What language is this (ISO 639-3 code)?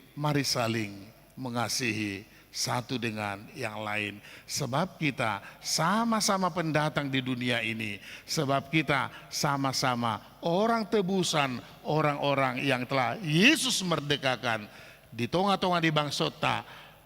bbc